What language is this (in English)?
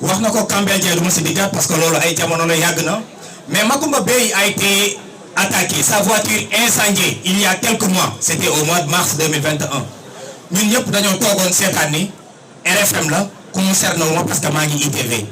Wolof